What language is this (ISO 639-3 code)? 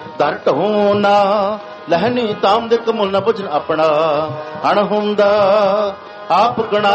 pan